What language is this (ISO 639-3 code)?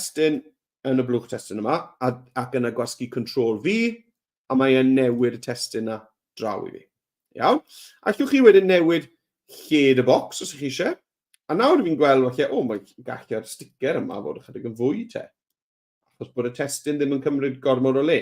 cym